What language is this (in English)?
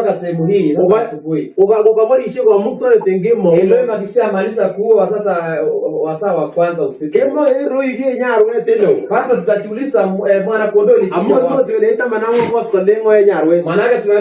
Kalenjin